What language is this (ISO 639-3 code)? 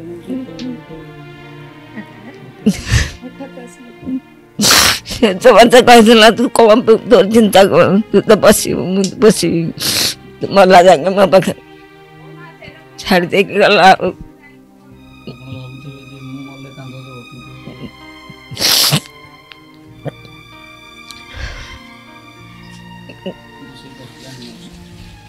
ori